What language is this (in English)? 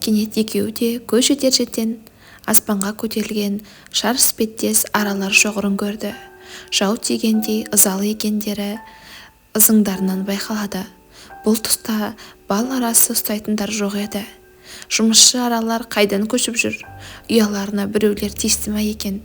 Kazakh